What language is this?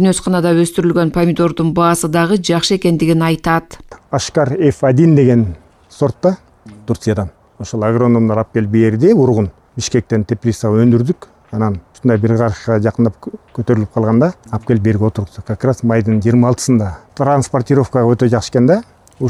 Kyrgyz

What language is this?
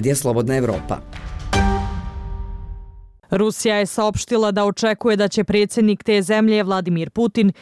Bosnian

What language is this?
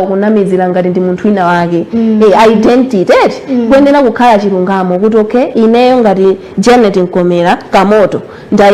Nyanja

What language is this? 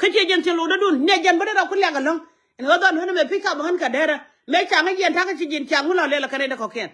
Nuer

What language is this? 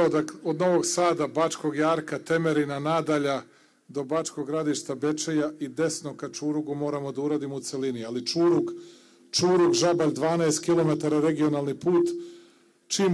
Serbian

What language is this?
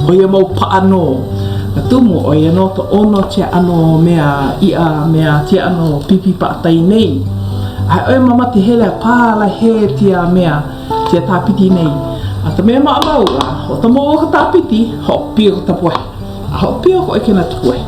Hawaiian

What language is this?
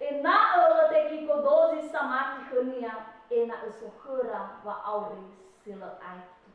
Nias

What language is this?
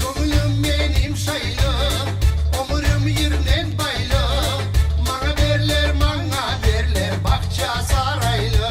Crimean Tatar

